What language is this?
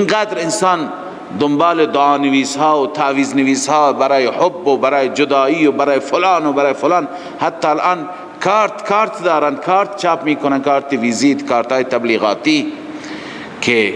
Persian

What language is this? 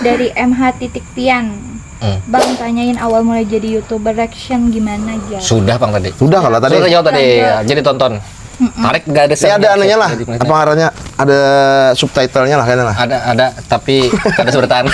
Banjar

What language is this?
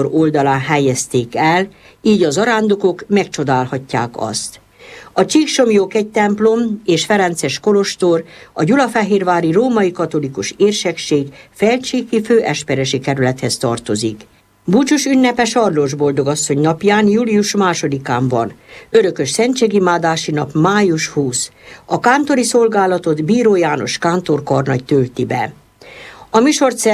Hungarian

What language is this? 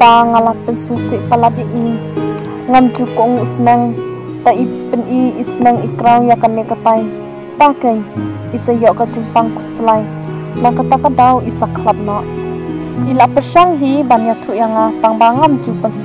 Khasi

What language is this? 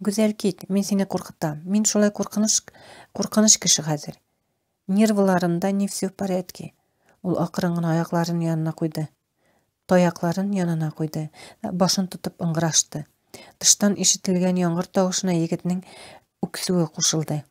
Tatar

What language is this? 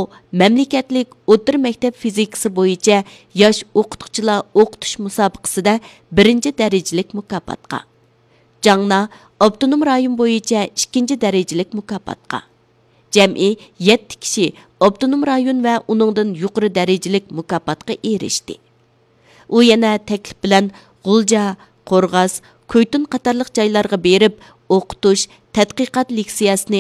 Uyghur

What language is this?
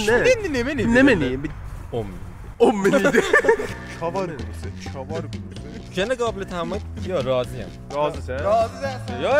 South Azerbaijani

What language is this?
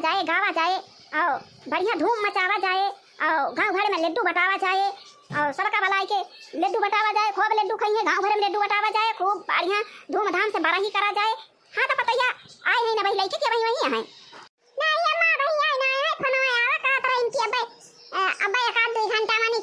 Awadhi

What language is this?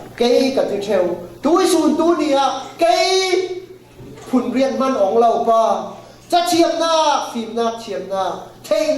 Falam Chin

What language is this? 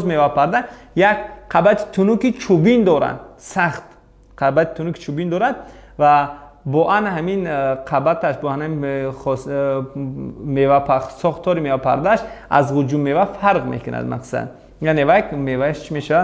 Tajik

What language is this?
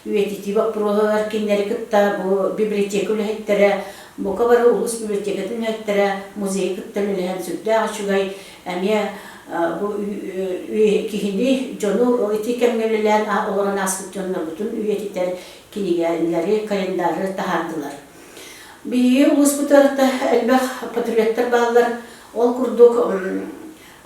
Yakut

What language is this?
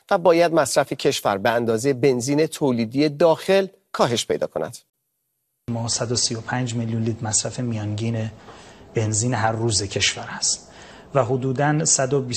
Persian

